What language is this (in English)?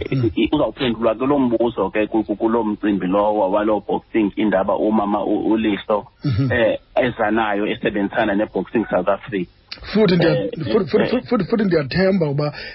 Xhosa